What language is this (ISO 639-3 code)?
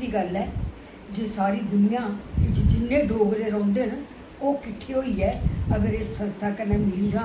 doi